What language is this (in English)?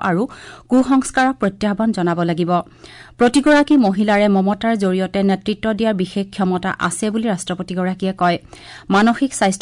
Assamese